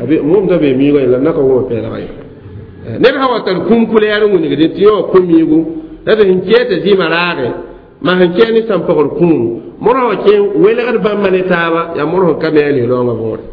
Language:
Mossi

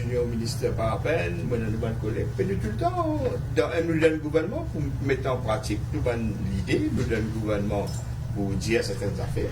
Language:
Morisyen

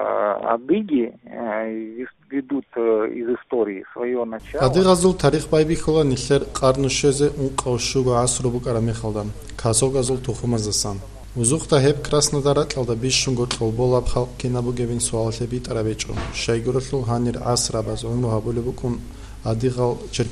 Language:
Avaric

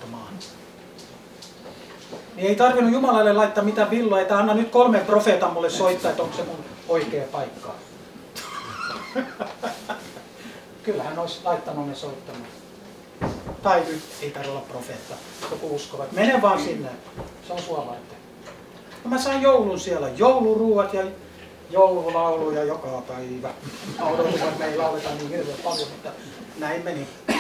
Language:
Finnish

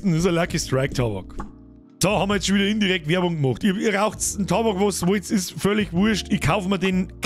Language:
Bavarian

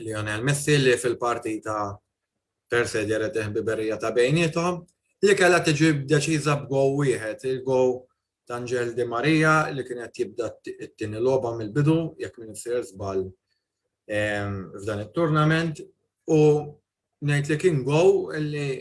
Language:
Maltese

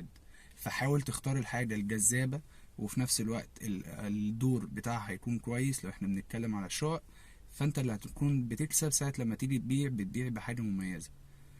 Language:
Egyptian Arabic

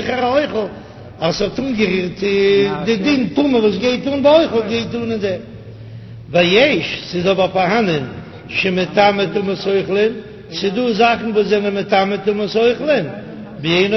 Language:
Yiddish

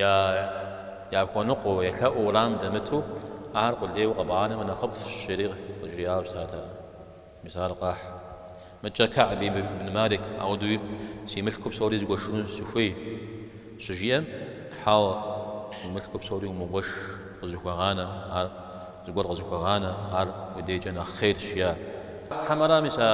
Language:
Kabardian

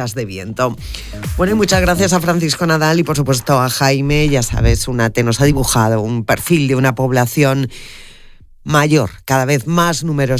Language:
Spanish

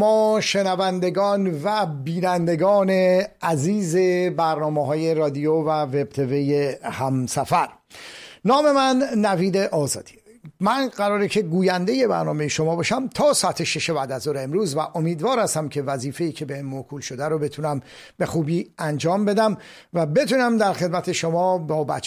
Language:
Persian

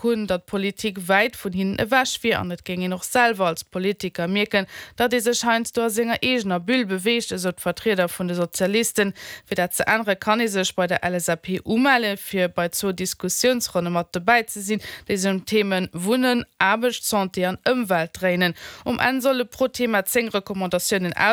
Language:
Luxembourgish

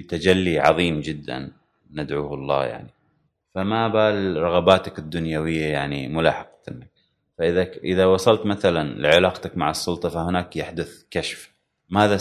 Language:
Gulf Arabic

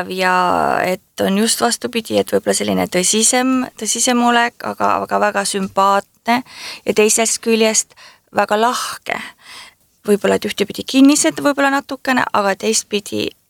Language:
Estonian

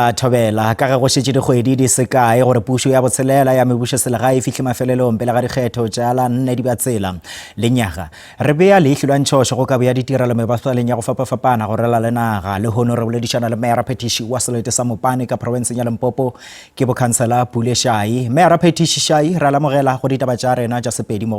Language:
Northern Sotho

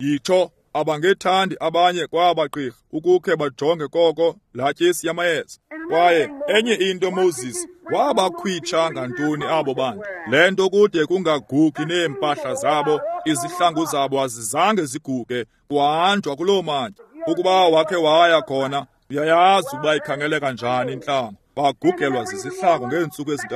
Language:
Xhosa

